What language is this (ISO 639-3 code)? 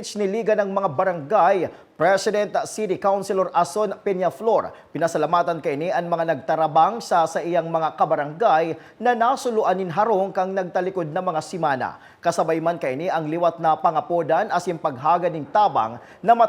bik